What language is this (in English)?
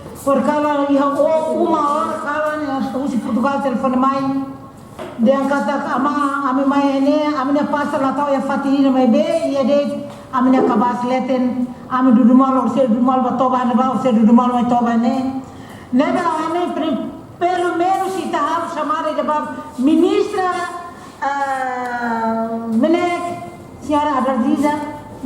Tetum